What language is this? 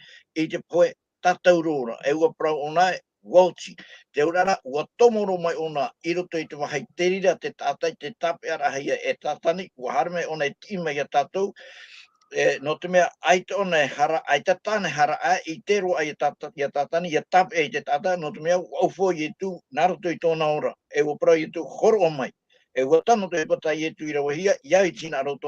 Tahitian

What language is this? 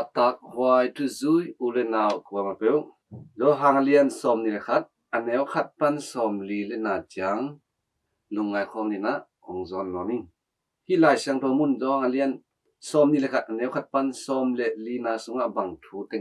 Tedim Chin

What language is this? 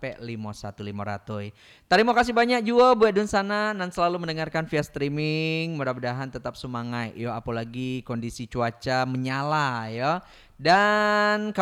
Minangkabau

